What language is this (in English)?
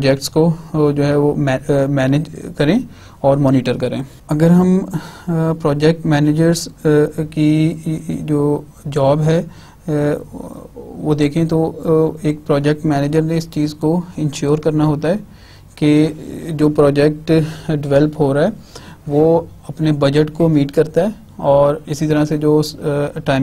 Hindi